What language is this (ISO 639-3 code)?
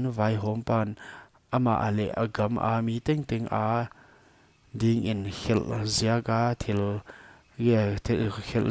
pck